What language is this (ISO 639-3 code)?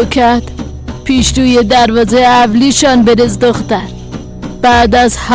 fas